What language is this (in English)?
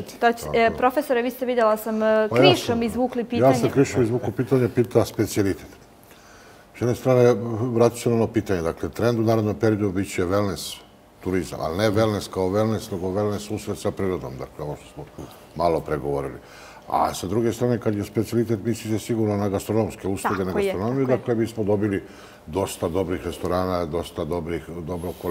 Serbian